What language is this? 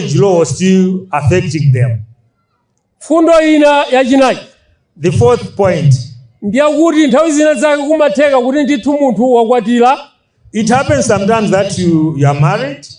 Nyanja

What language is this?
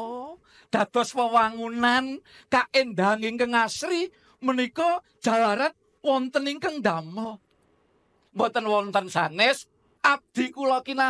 Javanese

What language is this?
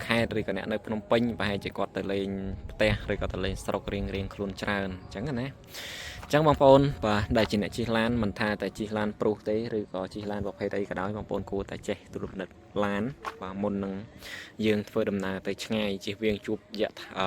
Khmer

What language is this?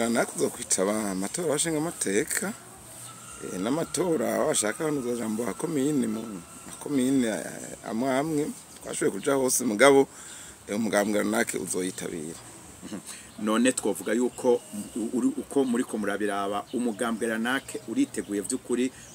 Rundi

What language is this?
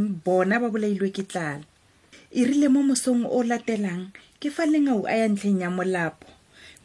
Tswana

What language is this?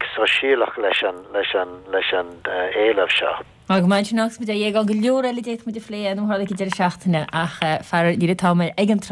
Irish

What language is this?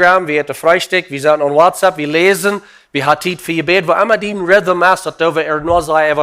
Plautdietsch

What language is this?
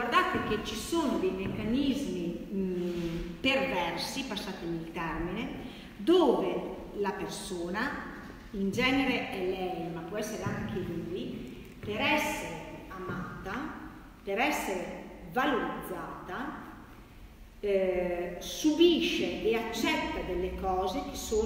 Italian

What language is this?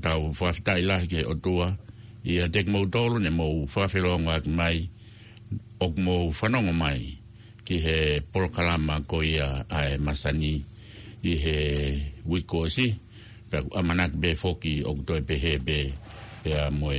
Tongan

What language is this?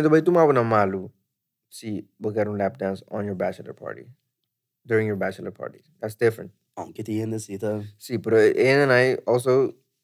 Papiamento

